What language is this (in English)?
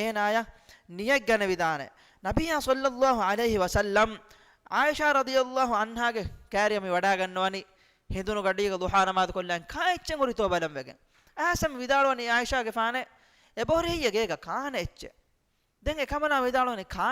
Divehi